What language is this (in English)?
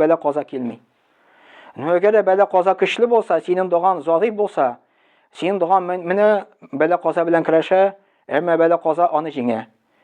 Tatar